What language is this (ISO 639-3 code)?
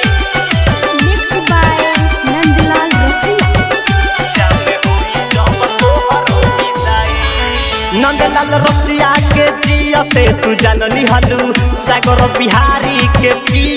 bho